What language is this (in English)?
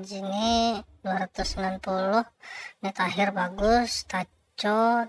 Banjar